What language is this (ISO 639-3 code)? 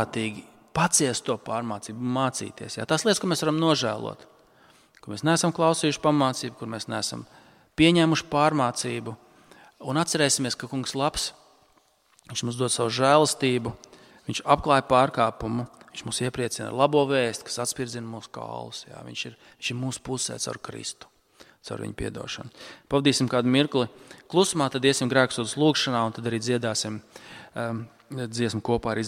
lav